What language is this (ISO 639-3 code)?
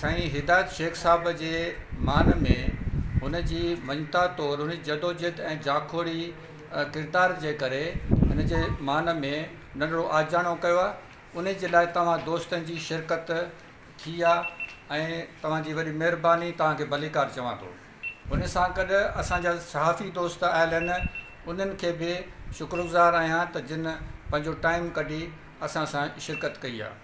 snd